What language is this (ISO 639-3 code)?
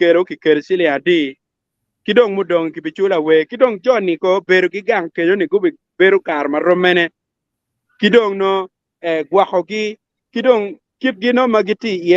ach